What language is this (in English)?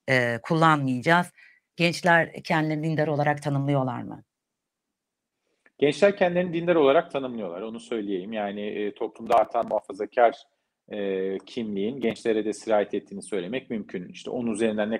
Turkish